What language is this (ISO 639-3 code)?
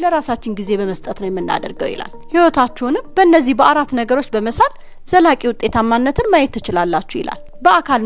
amh